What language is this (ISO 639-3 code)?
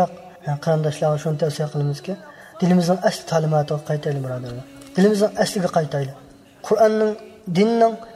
uig